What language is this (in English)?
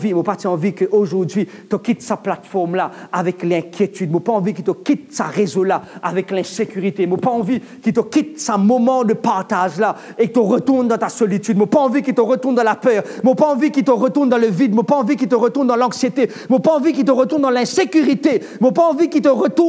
Morisyen